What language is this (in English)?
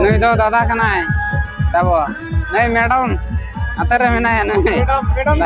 Santali